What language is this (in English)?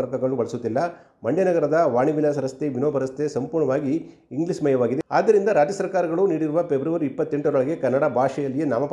Kannada